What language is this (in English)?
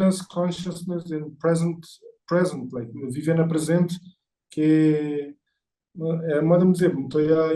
Kabuverdianu